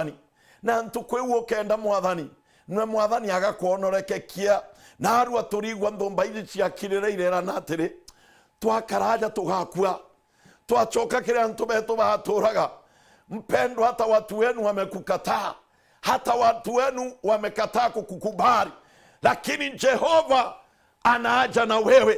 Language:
Meru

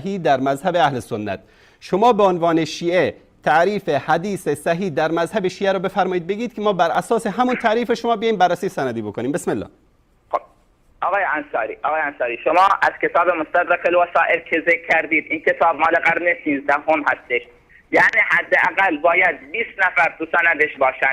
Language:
Persian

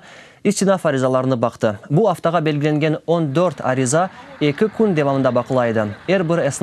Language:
Crimean Tatar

